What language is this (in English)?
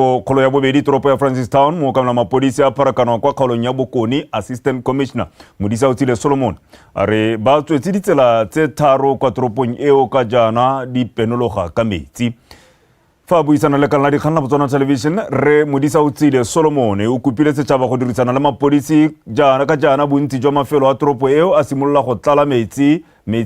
Tswana